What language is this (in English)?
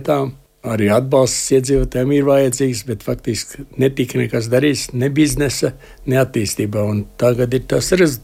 Latvian